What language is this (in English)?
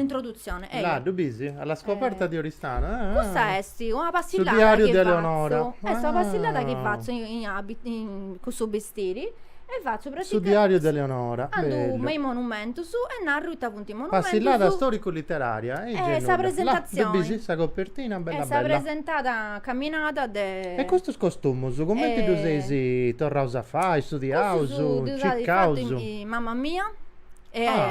Sardinian